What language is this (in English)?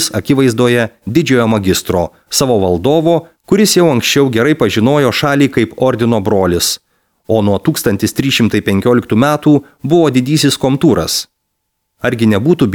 Lithuanian